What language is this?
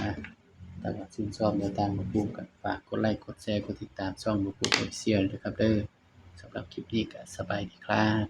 Northeastern Thai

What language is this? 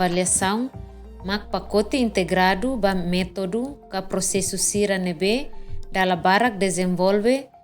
Tetum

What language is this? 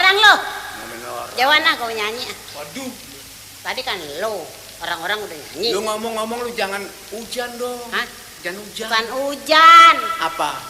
Betawi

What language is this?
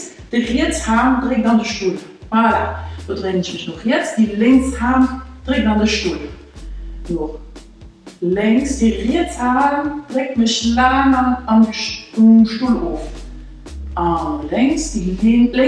Luxembourgish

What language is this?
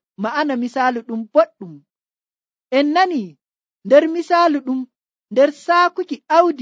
Nigerian Fulfulde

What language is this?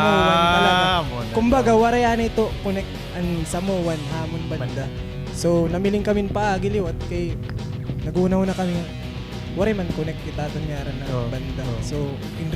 Waray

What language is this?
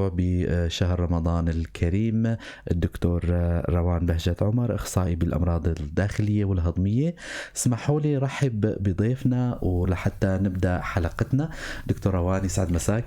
North Levantine Arabic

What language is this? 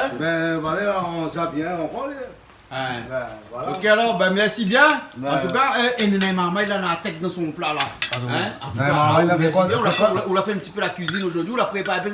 Réunion Creole French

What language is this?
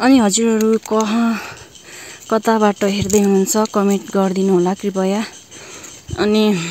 Nepali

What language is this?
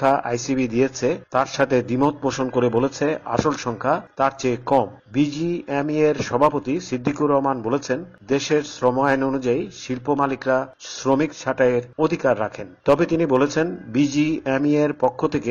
Bangla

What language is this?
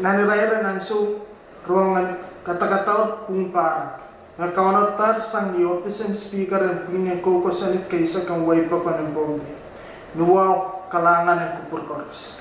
Pohnpeian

